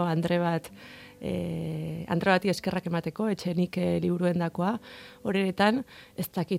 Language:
Basque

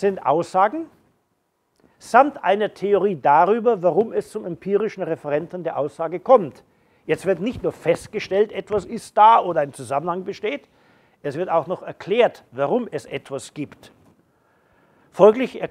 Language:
German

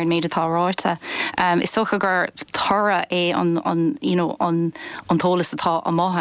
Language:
Irish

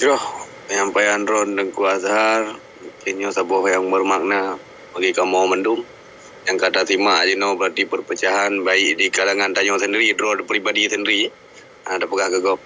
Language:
Achinese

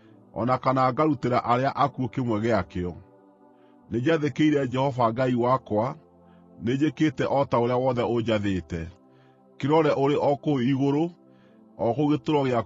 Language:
Kikuyu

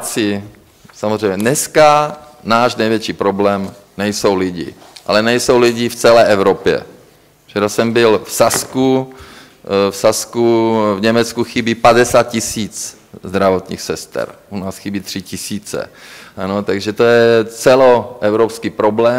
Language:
Czech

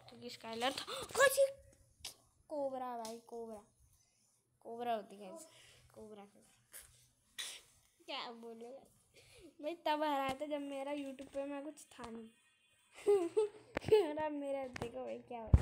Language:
Hindi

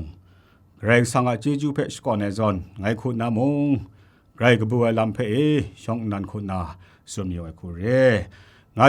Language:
Kachin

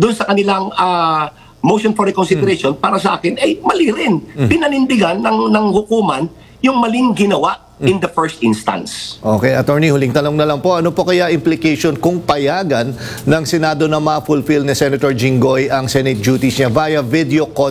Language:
Filipino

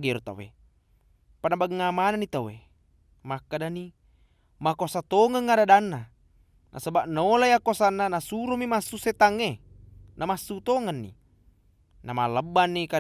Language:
Buginese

